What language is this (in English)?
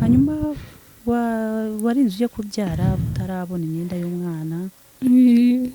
Kinyarwanda